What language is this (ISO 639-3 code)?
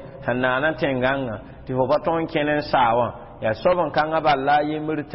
mos